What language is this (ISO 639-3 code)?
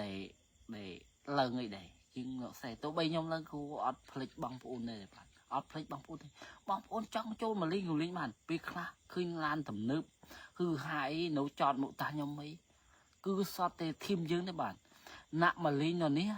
khm